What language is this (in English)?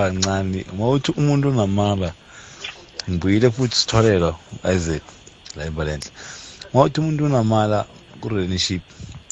South Ndebele